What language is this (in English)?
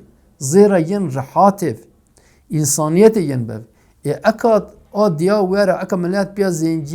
Zaza